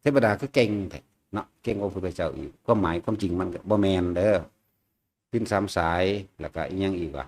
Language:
Northeastern Thai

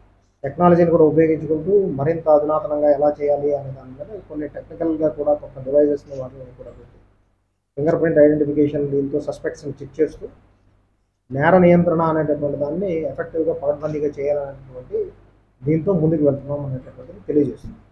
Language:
Telugu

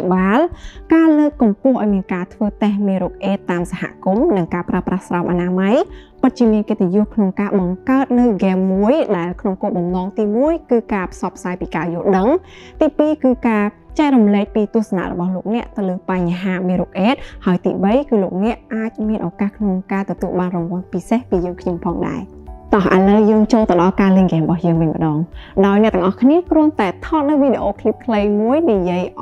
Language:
Khmer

